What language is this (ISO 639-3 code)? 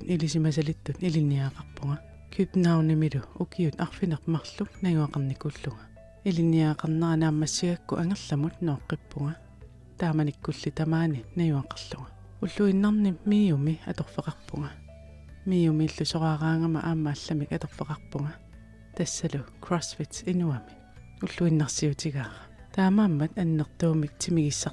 kal